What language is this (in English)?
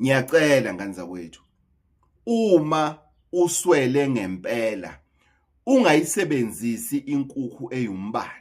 Zulu